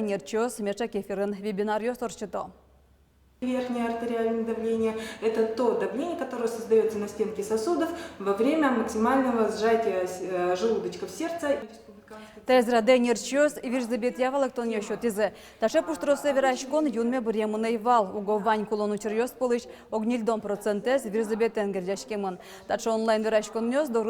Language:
Udmurt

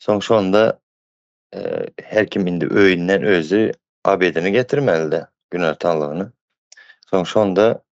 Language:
Turkmen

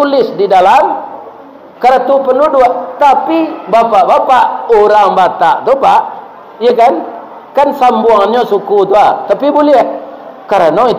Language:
Minangkabau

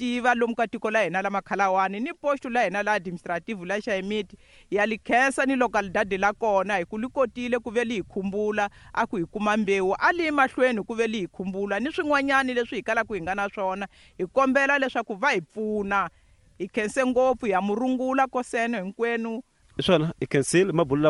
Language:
Tsonga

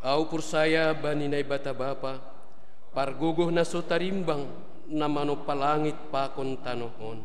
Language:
Batak Simalungun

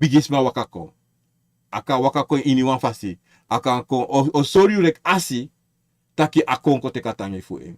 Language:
Sranan Tongo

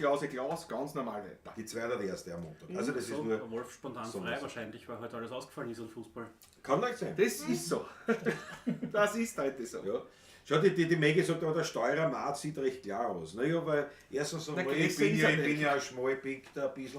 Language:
Bavarian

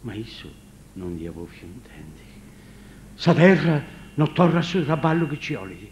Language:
Sardinian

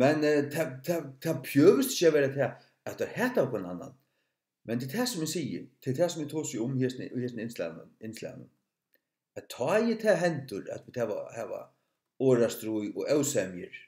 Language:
Faroese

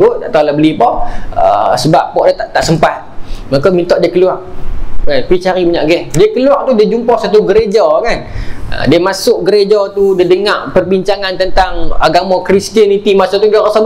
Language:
Malay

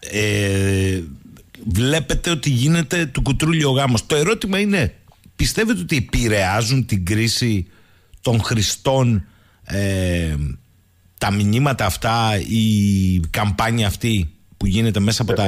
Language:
Greek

